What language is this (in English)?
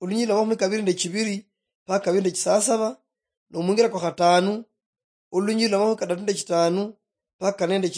Luyia